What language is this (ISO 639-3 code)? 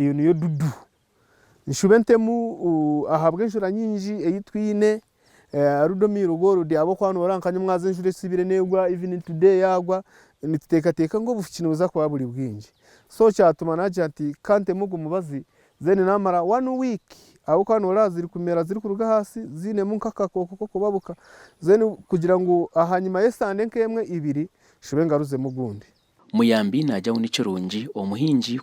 nyn